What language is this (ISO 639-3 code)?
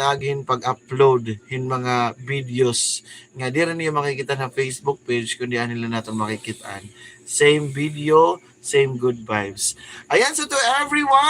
war